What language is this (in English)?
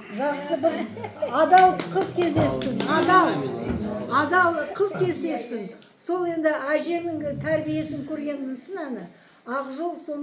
Kazakh